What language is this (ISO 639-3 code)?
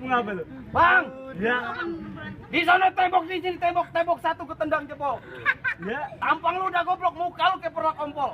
bew